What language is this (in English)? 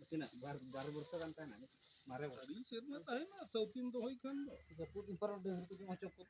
Santali